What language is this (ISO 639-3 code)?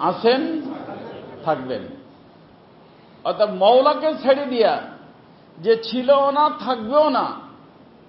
ben